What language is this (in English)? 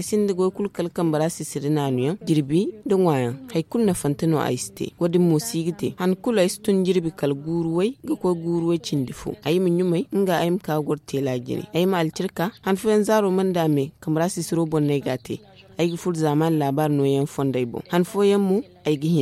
Zarma